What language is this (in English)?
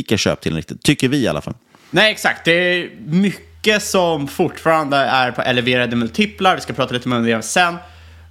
Swedish